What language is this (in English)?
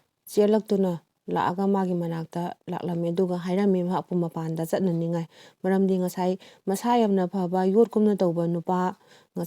Manipuri